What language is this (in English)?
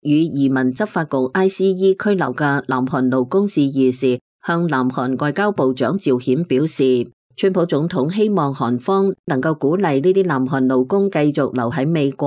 Cantonese